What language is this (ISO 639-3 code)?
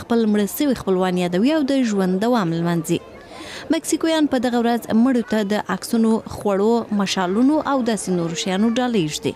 pus